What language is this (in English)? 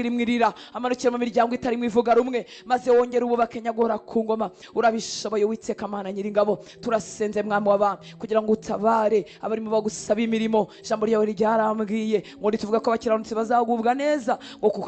Kinyarwanda